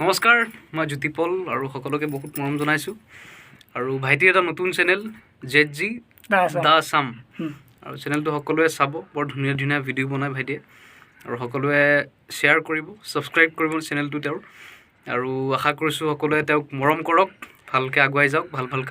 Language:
Assamese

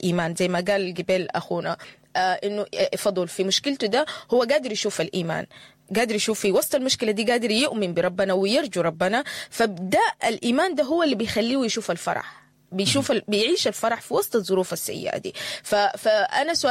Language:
Sudanese Arabic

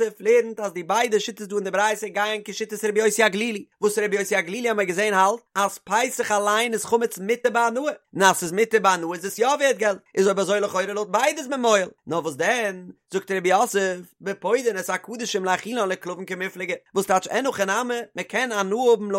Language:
Yiddish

